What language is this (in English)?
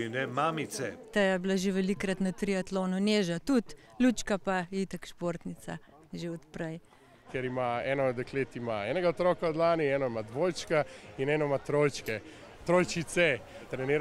Slovenian